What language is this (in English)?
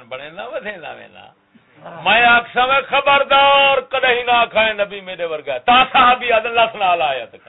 Saraiki